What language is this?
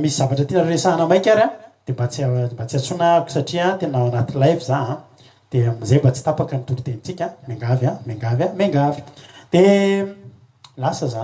Malagasy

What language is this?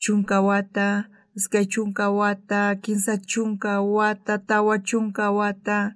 South Bolivian Quechua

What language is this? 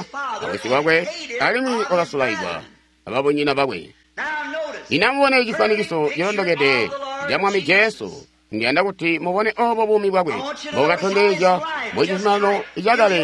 Tonga (Zambia)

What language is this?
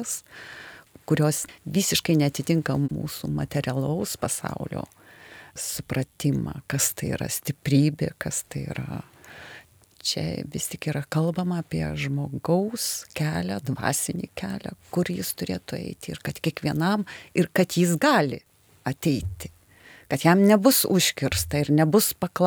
Lithuanian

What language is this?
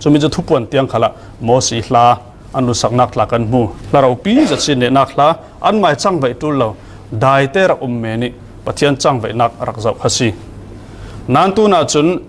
Falam Chin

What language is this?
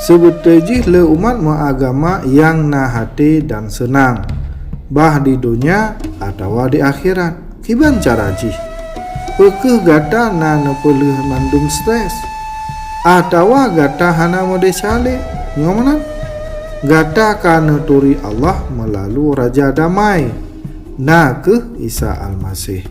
Achinese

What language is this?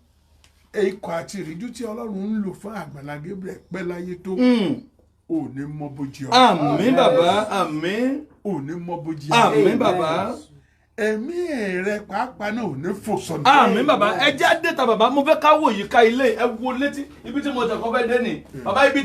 Yoruba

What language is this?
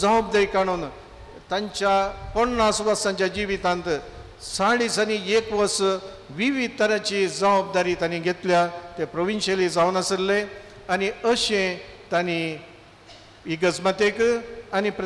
Konkani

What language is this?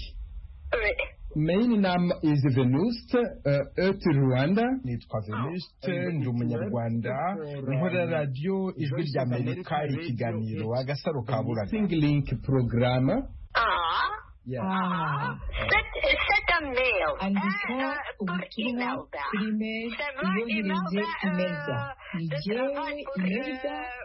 Kinyarwanda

